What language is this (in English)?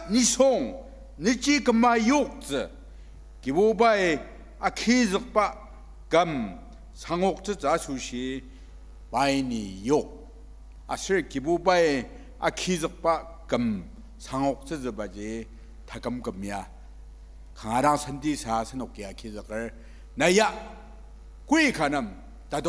Ao Naga